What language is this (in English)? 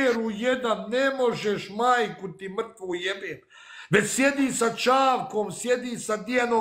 Bosnian